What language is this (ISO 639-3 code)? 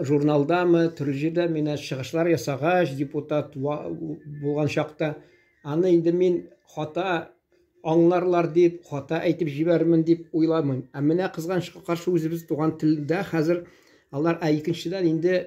tat